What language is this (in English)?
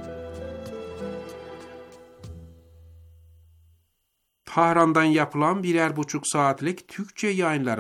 Turkish